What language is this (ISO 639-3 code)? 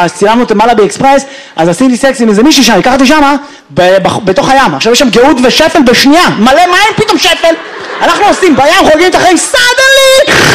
heb